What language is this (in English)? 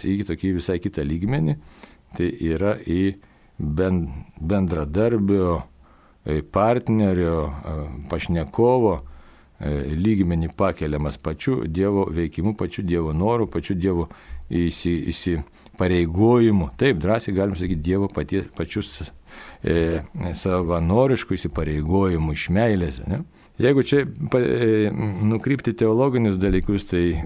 Lithuanian